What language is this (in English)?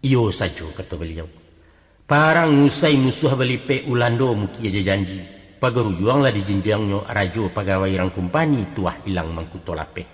Minangkabau